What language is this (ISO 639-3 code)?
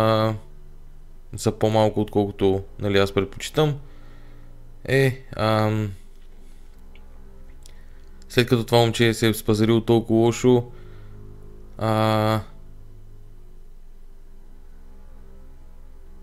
bul